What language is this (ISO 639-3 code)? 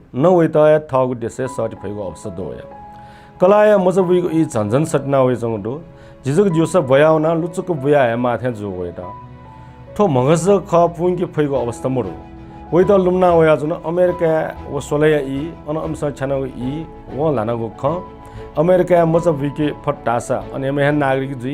new